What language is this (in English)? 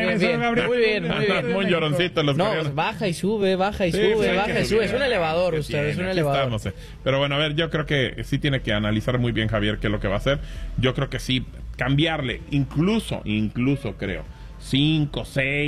Spanish